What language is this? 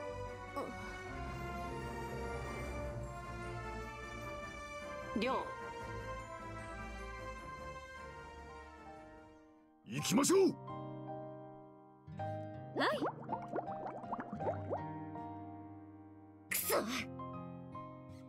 Japanese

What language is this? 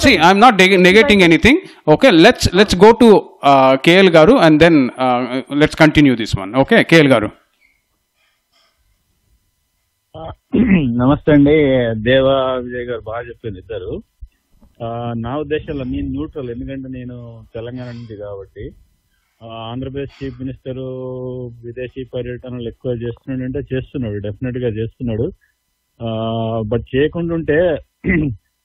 Telugu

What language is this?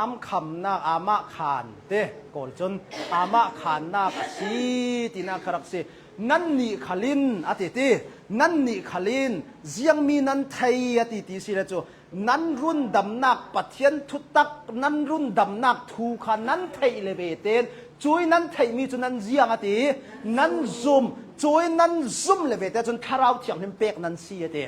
Hakha Chin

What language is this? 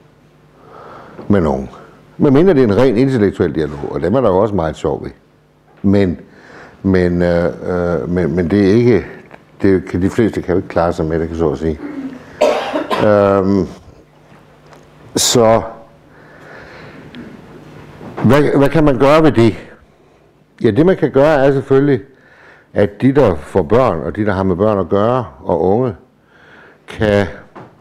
Danish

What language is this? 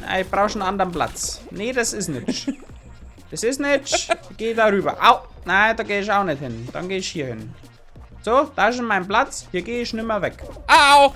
Bavarian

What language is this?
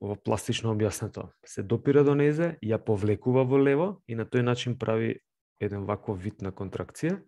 Macedonian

